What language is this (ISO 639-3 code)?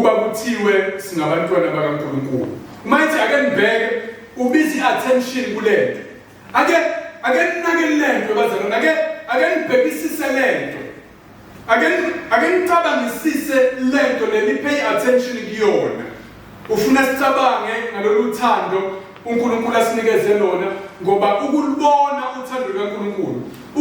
zul